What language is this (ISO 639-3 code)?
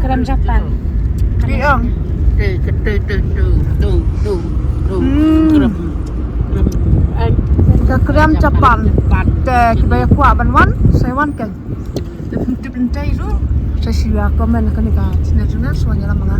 kha